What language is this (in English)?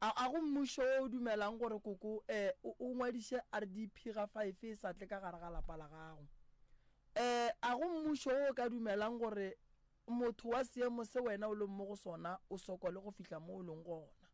Northern Sotho